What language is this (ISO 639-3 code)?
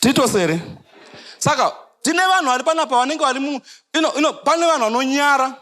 sna